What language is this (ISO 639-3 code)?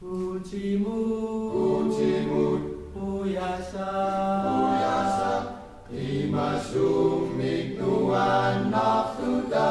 kal